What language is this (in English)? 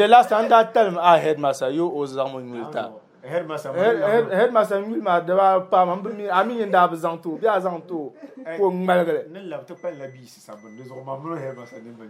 Dagbani